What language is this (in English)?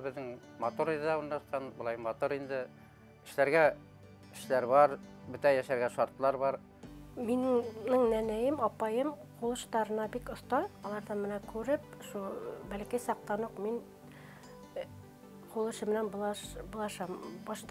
Bashkir